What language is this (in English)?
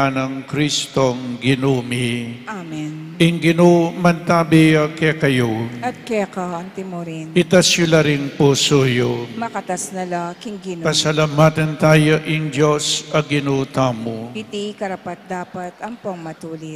Pampanga